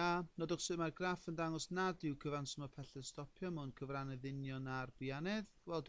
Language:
Welsh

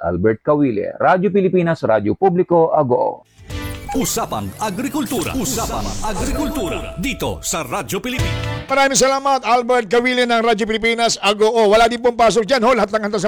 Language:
Filipino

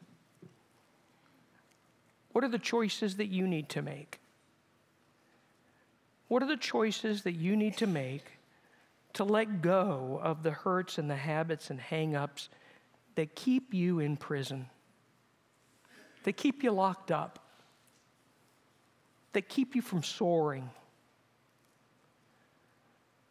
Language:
English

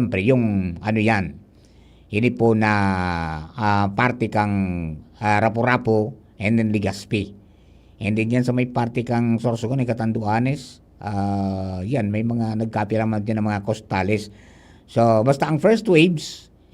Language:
Bikol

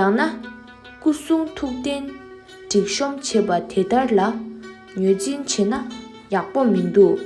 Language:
Tibetan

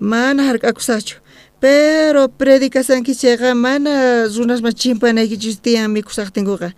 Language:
South Bolivian Quechua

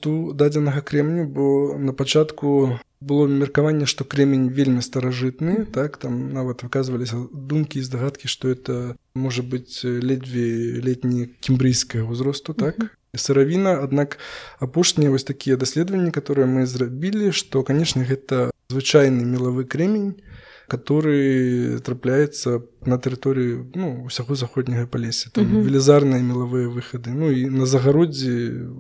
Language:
Belarusian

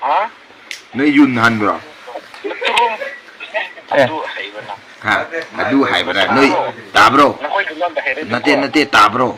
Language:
Manipuri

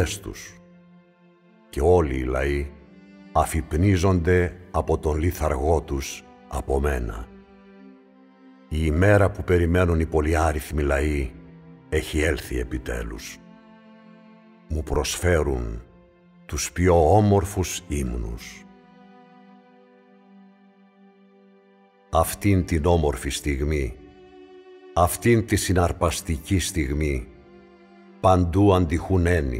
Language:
Greek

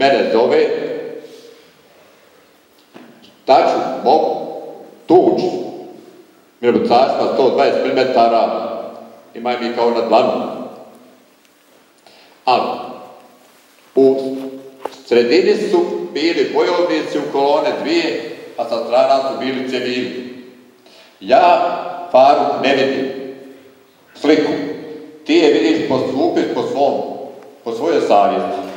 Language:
Croatian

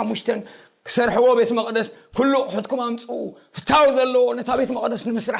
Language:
Tigrinya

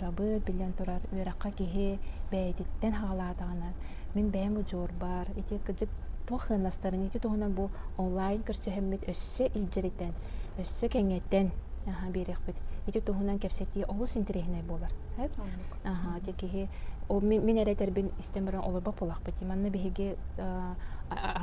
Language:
Yakut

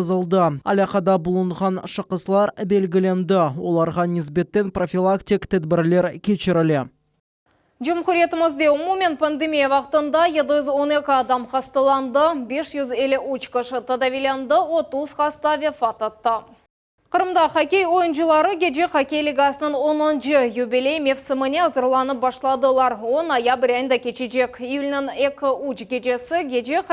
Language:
Crimean Tatar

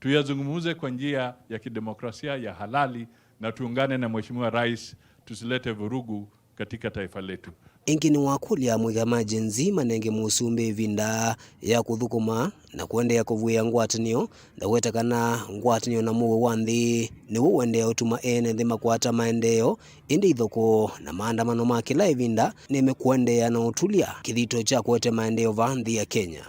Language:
Kamba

